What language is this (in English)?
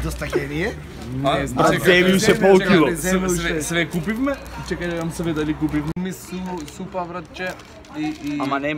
Macedonian